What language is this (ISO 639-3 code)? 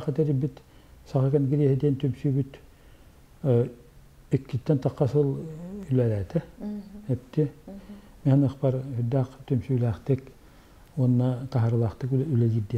sah